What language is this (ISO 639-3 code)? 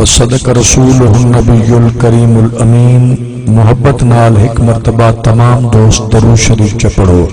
skr